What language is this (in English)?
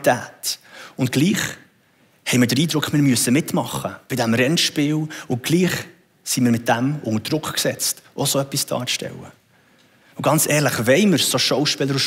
Swiss German